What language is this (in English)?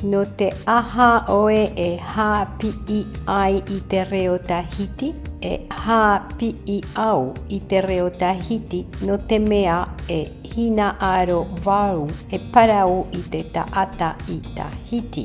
Tahitian